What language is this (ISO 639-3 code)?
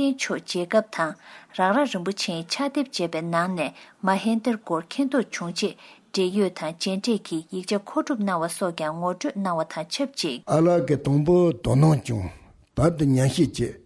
bod